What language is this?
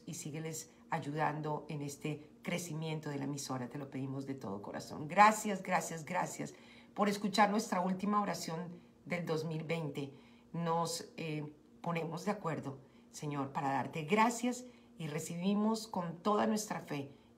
Spanish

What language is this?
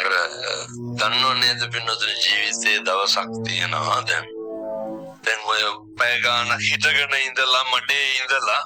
Sinhala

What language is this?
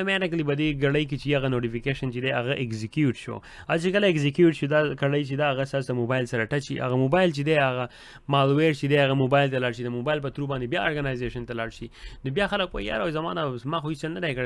Pashto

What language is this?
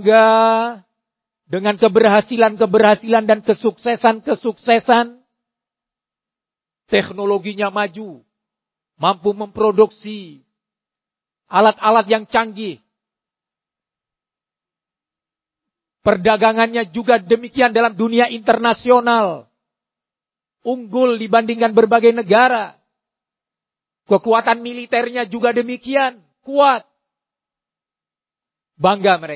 Indonesian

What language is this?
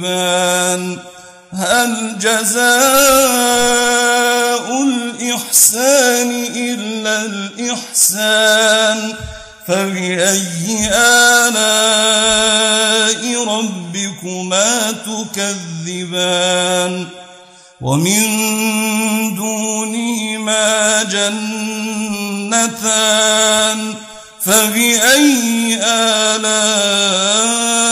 Arabic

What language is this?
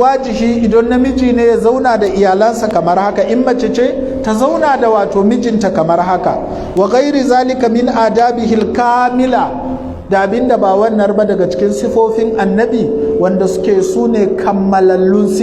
Hausa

